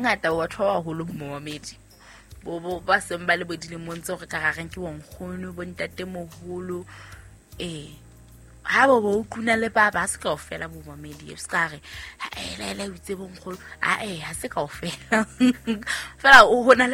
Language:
Southern Sotho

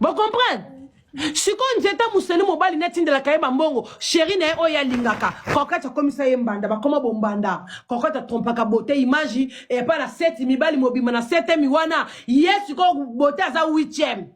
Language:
Lingala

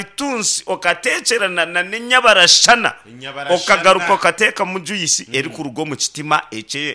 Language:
Nyankole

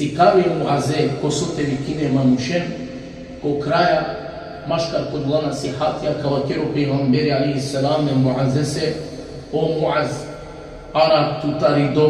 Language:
Balkan Romani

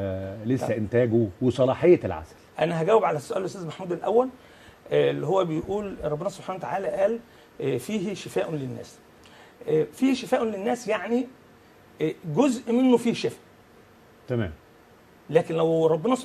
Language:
Egyptian Arabic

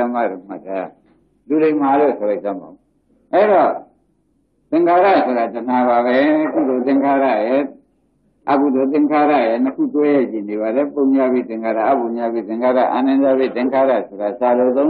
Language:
Burmese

